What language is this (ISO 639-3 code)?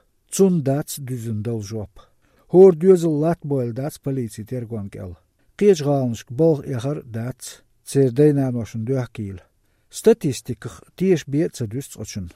lit